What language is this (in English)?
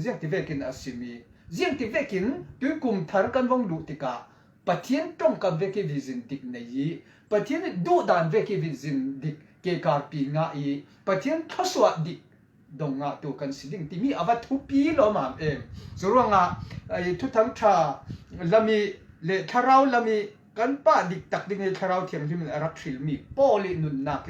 Falam Chin